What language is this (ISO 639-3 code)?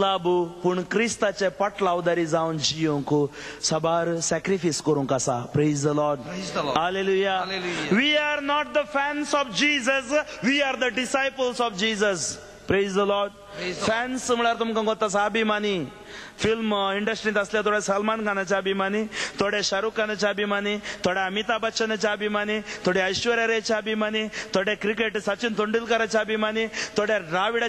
kok